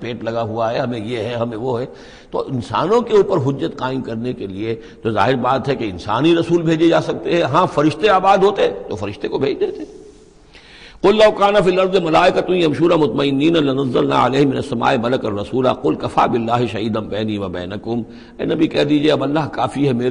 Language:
Urdu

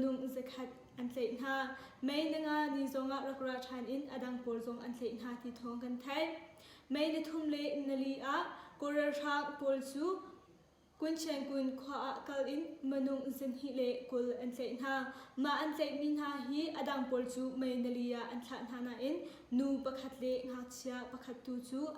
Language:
Hakha Chin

